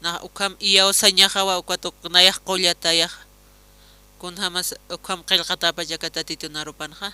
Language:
Aymara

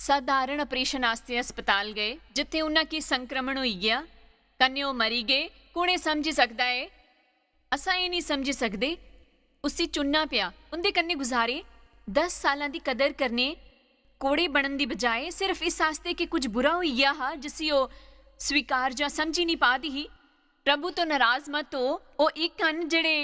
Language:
Dogri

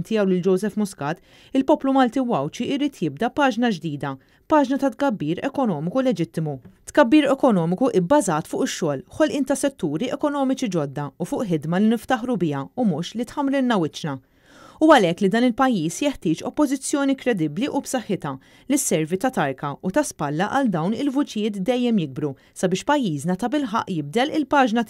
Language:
Maltese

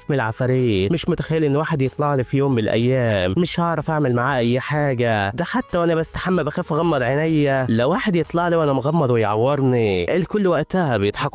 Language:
Egyptian Arabic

